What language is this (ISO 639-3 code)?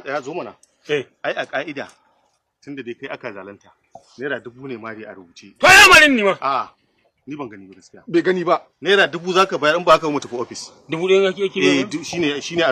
hau